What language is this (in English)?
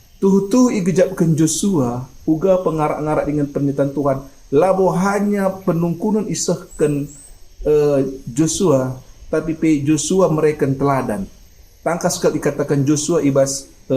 Batak Karo